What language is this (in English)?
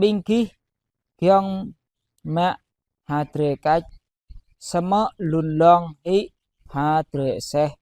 Jarai